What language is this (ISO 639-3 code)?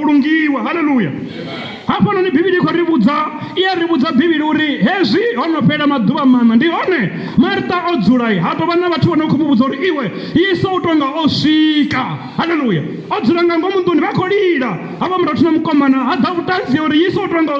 ven